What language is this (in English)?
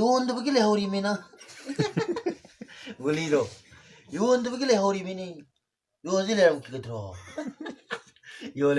Manipuri